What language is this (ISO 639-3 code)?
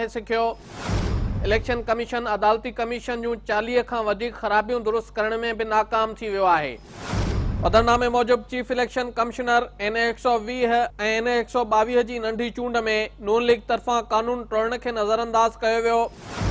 snd